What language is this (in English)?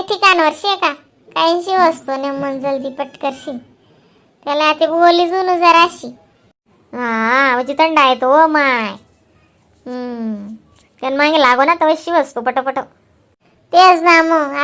Khandesi